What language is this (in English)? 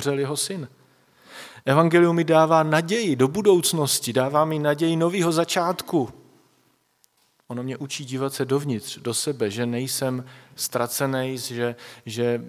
Czech